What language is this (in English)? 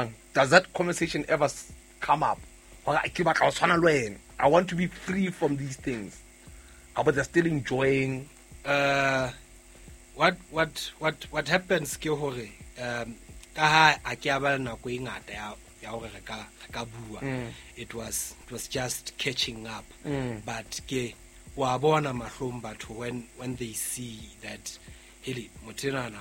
Southern Sotho